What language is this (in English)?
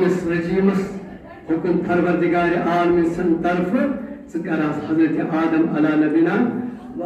Kashmiri